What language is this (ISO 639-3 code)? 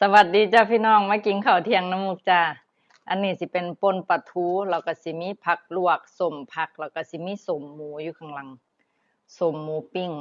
lao